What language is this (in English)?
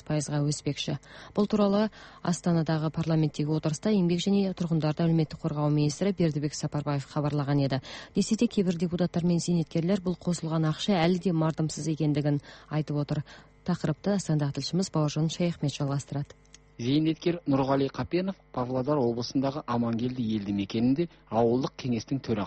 Kazakh